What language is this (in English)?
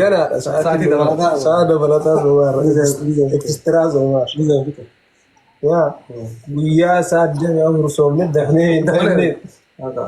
Oromo